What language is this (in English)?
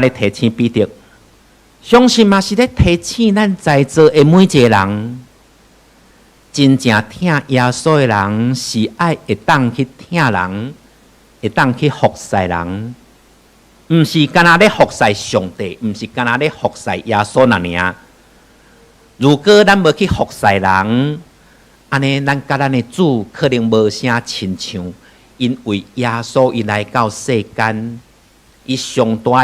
Min Nan Chinese